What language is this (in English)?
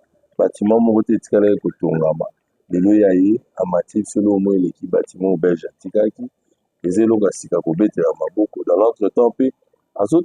Lingala